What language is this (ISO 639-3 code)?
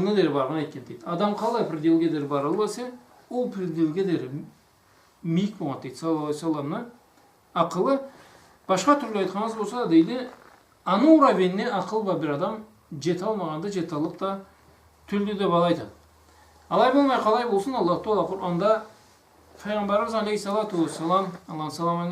krc